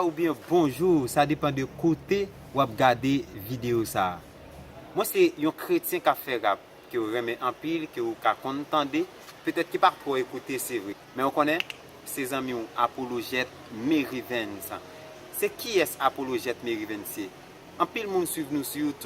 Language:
Haitian Creole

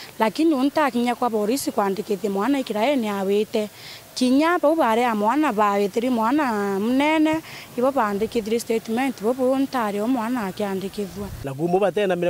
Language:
Meru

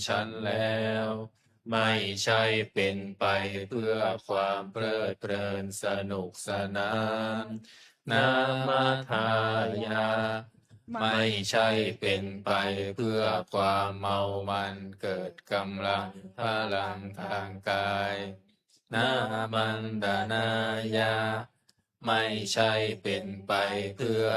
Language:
Pali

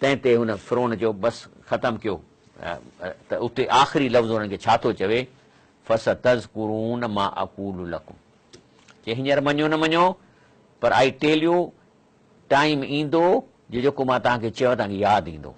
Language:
Sindhi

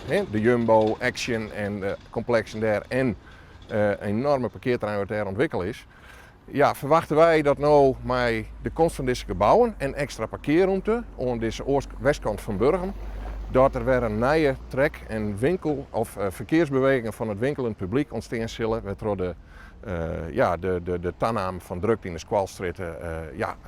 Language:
Western Frisian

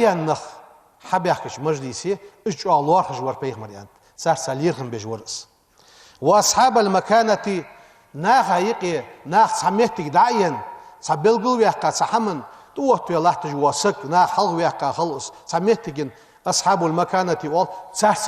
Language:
Ingush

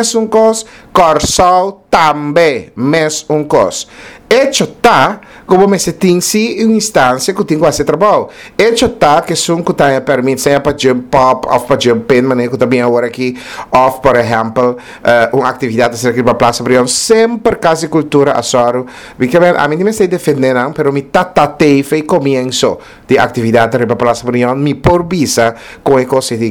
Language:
Papiamento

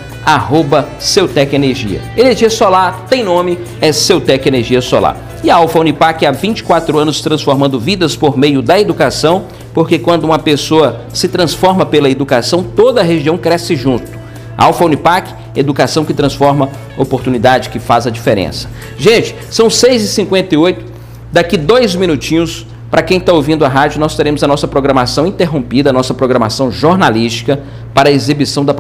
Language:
Portuguese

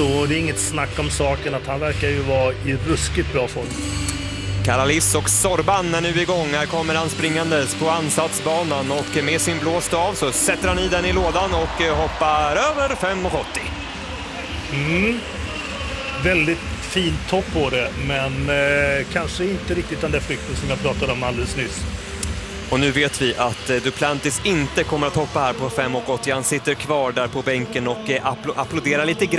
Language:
Swedish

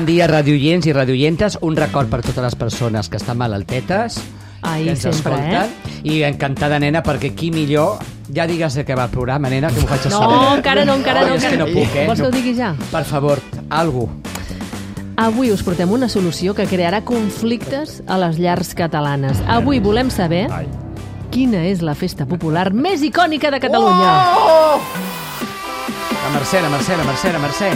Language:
Catalan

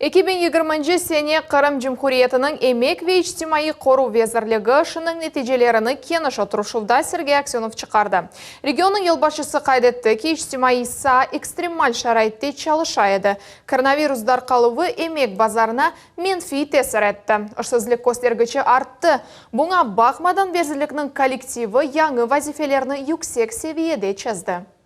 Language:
Crimean Tatar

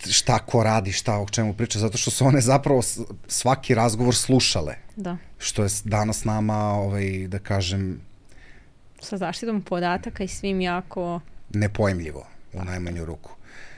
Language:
Serbian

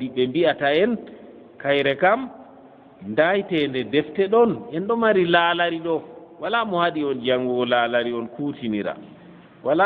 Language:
Fula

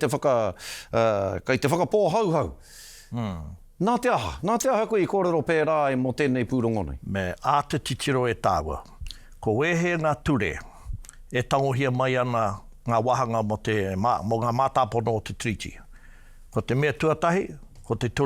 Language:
Māori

